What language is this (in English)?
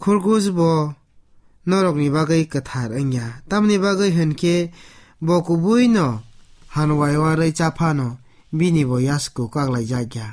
Kok Borok